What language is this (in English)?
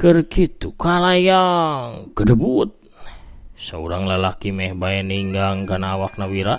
Sundanese